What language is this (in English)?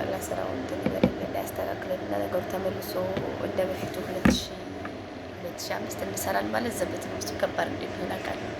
Amharic